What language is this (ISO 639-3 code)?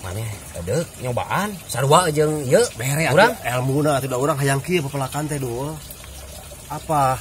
sun